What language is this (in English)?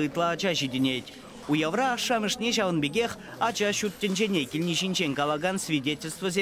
Chuvash